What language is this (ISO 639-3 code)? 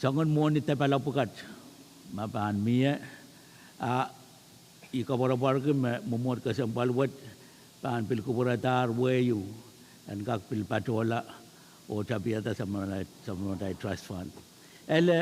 pon